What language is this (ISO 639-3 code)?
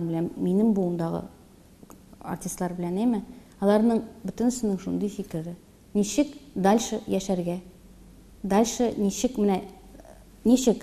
tat